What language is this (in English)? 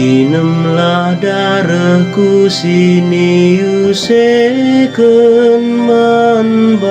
Batak Karo